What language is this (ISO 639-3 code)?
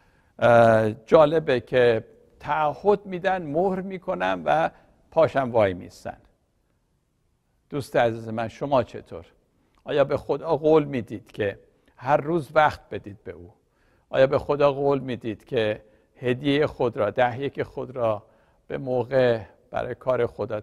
fas